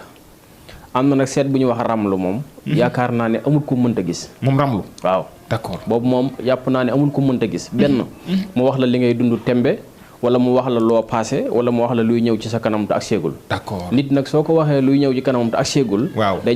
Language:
Wolof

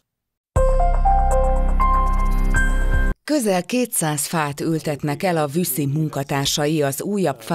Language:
Hungarian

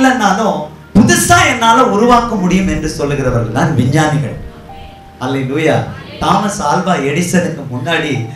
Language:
Tamil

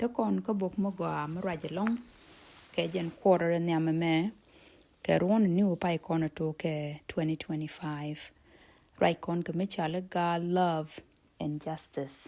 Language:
Nuer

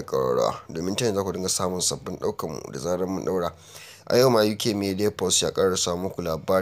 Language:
Hausa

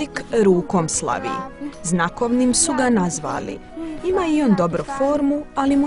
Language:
Bosnian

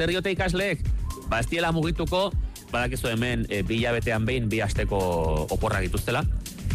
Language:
Basque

